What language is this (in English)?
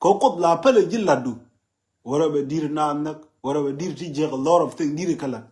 Nuer